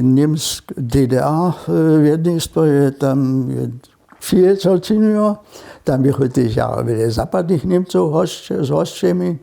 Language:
Upper Sorbian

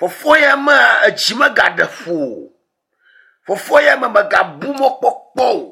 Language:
Ewe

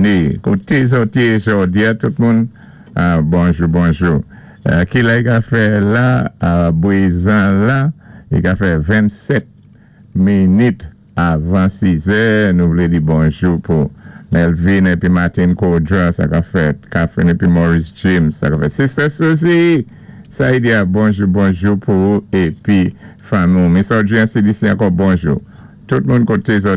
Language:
Saint Lucian Creole French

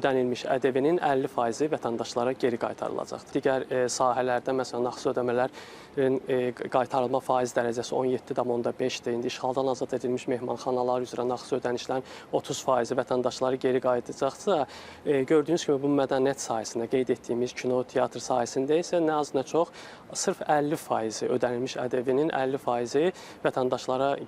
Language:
Azerbaijani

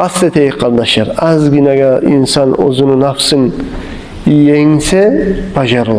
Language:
Kumyk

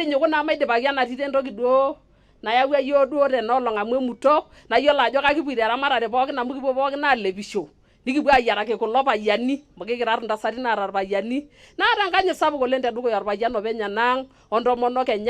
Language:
Masai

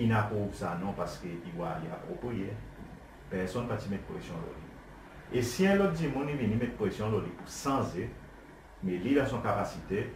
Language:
Seselwa Creole French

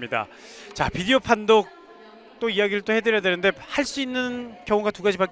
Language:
Korean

